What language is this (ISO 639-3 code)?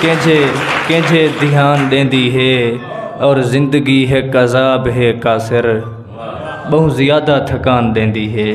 skr